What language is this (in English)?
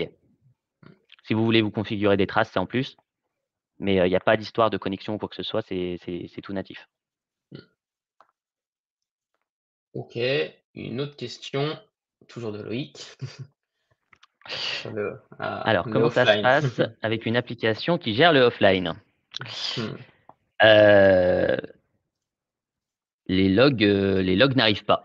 French